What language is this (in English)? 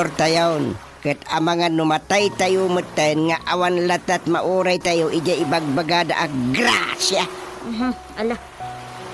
Iloko